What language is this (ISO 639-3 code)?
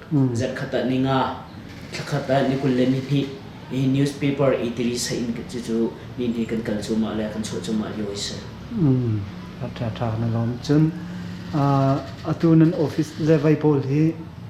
cnh